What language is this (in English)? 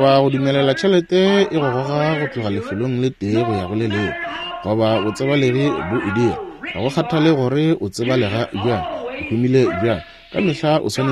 Northern Sotho